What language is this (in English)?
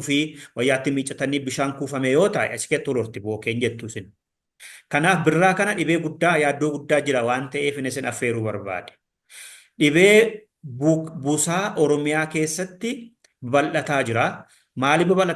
Oromo